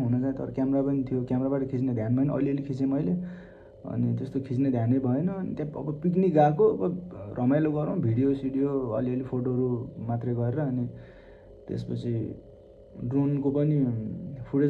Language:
Nepali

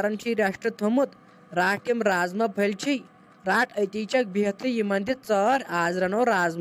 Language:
Kashmiri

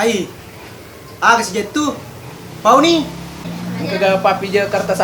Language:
Buginese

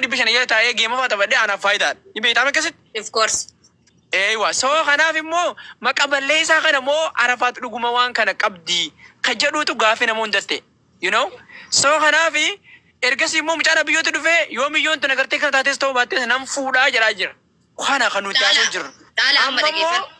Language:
Oromo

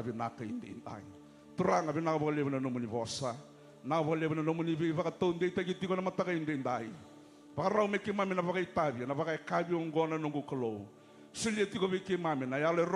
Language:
Fijian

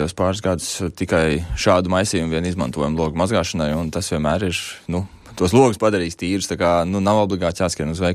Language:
Latvian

